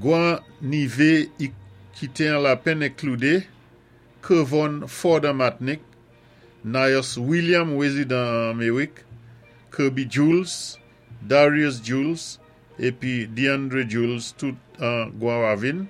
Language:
Saint Lucian Creole French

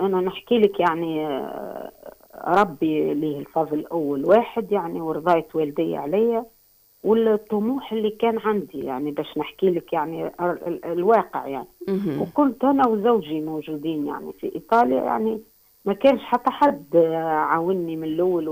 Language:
Tunisian Arabic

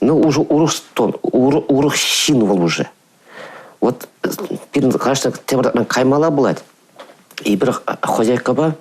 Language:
Chuvash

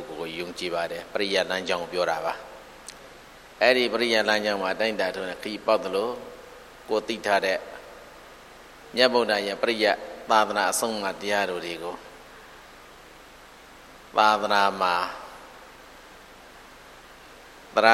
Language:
Burmese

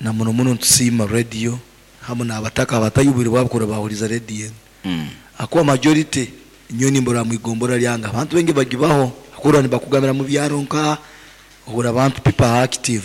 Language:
Nyoro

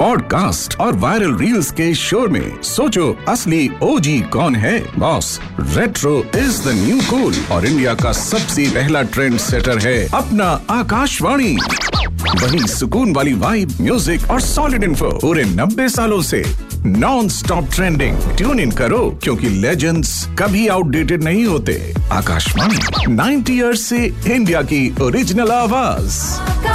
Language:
Hindi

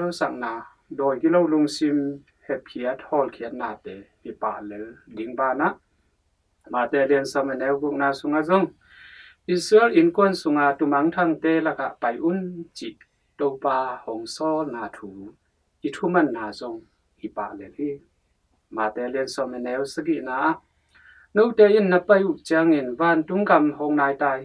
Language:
Tedim Chin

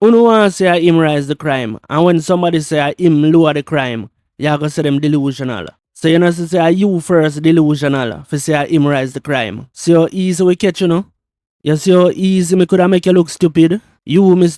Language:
Jamaican Creole English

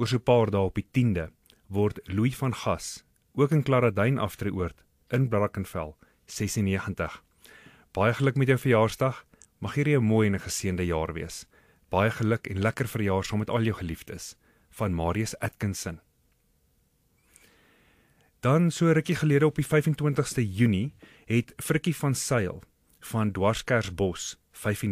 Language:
Afrikaans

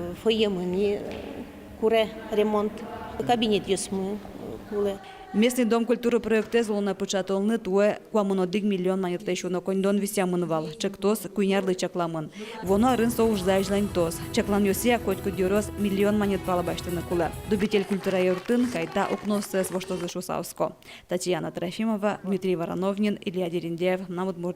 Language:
Udmurt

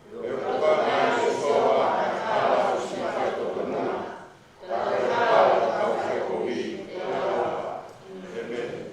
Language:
Tongan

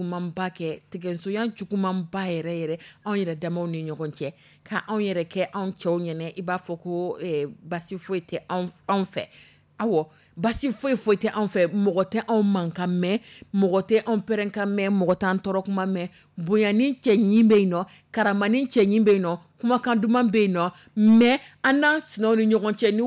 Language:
Dyula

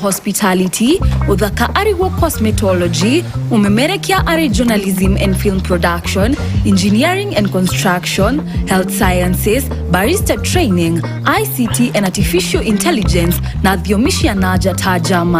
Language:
Kikuyu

